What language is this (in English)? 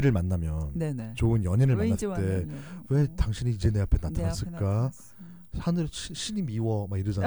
Korean